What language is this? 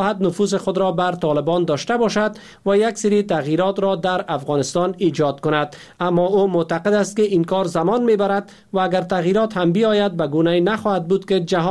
Persian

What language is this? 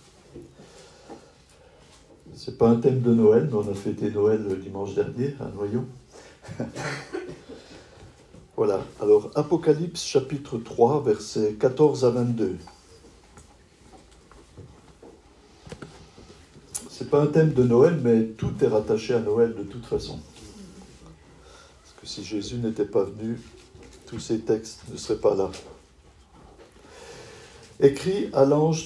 French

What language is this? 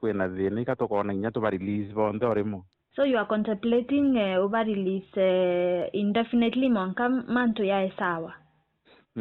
Meru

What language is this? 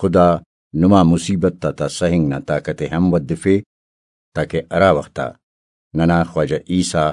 Brahui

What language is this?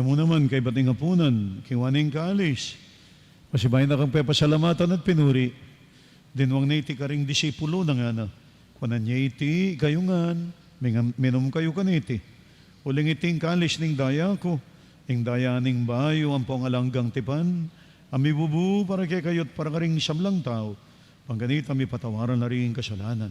Pampanga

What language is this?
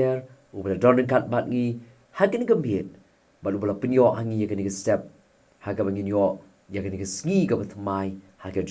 Khasi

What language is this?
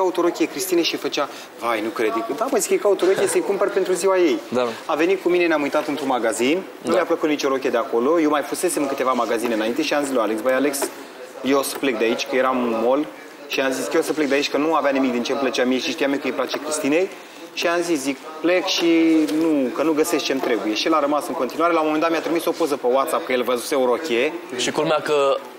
Romanian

